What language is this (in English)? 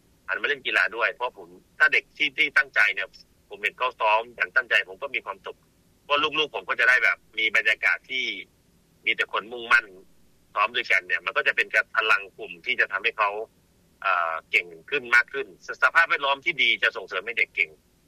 Thai